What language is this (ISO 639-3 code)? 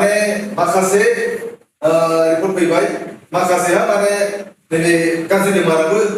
brx